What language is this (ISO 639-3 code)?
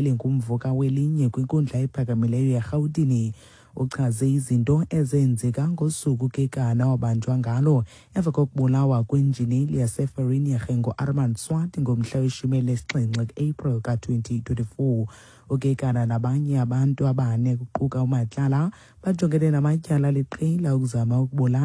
xho